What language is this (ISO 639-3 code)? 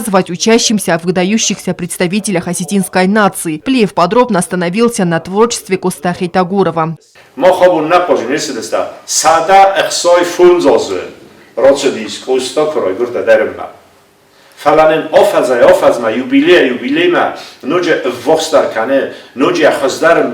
oss